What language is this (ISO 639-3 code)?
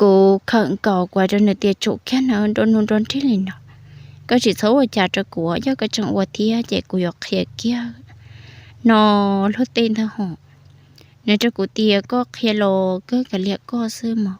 hmn